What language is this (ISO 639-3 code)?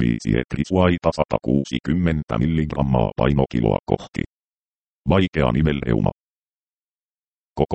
fin